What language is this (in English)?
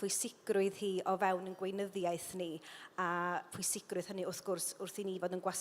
Welsh